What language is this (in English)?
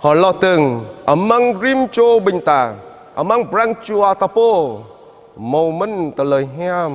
Jarai